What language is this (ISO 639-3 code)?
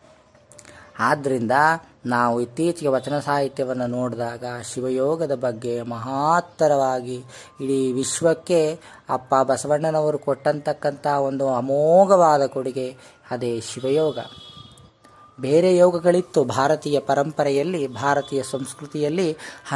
kan